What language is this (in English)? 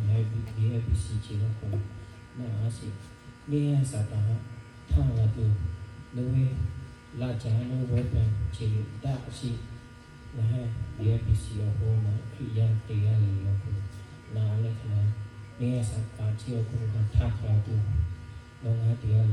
Lahu